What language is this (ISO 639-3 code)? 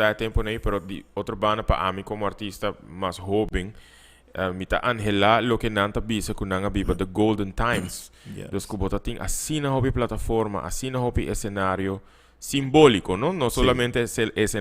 pap